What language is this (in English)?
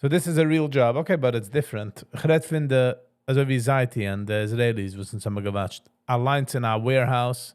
Yiddish